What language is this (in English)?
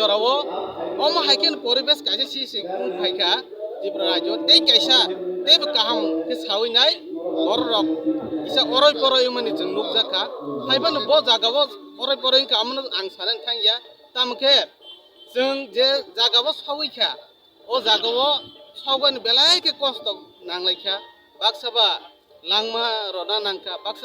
Kok Borok